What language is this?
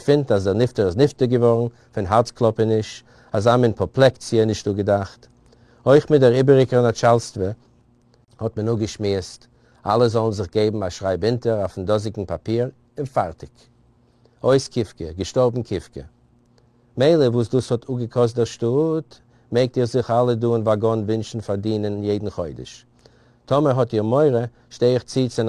Yiddish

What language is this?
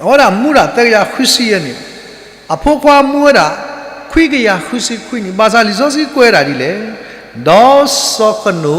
S'gaw Karen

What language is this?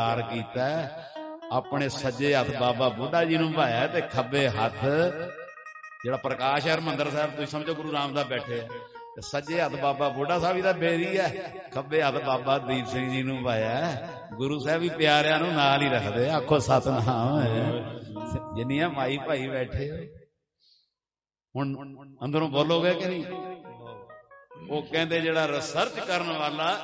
Punjabi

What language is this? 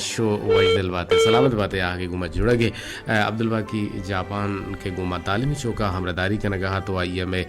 Eastern Balochi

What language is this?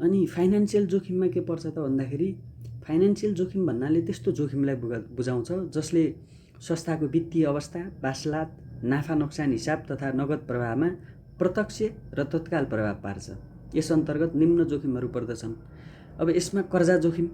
Nepali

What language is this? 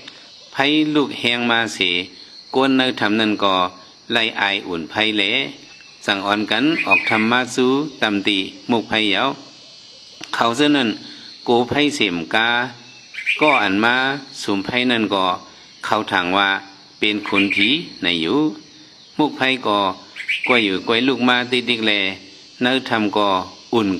Shan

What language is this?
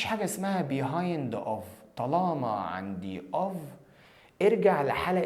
Egyptian Arabic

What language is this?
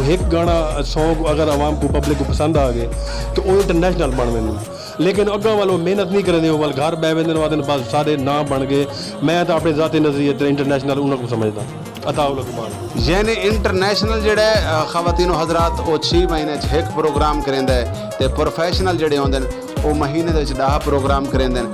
Saraiki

